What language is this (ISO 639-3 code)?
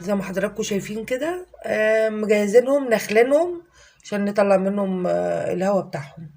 arz